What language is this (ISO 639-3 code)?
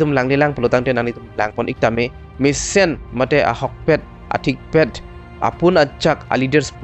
mjw